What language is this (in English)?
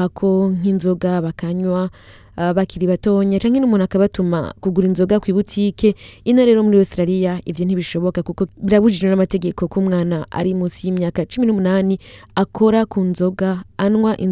Rundi